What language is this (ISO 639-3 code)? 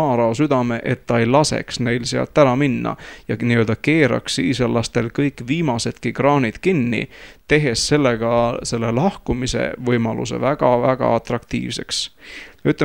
est